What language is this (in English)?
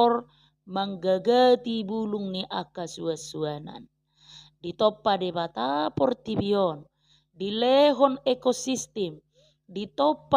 Batak Toba